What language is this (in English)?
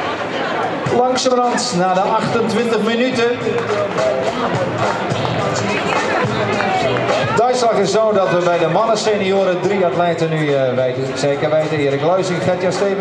Dutch